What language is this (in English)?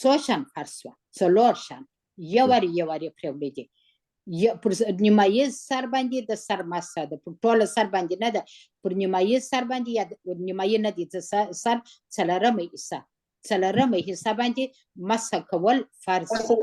Pashto